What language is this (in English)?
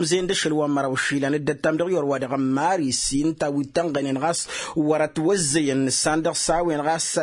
Tamasheq